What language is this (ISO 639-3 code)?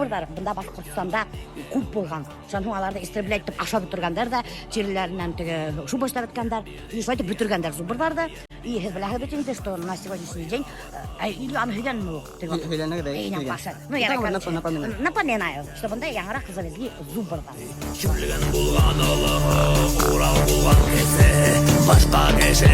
bak